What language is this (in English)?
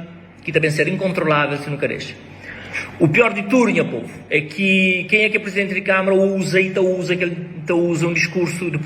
Kabuverdianu